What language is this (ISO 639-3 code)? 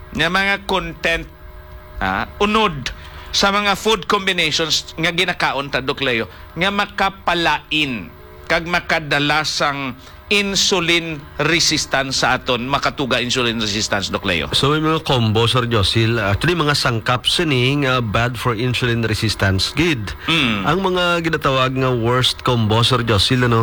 hil